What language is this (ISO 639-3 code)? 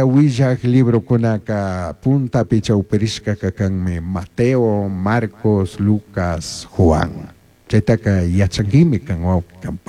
qug